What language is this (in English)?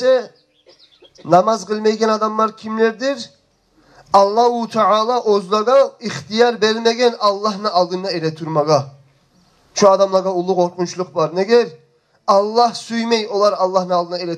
Kumyk